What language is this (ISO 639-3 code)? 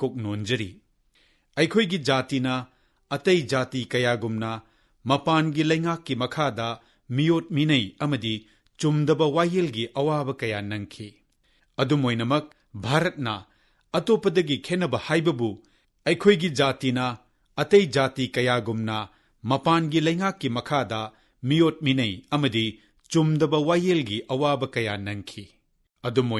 mni